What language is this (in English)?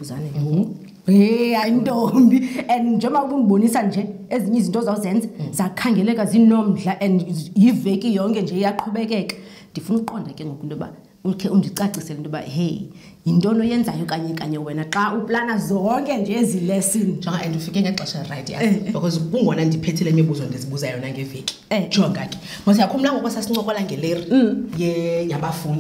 Xhosa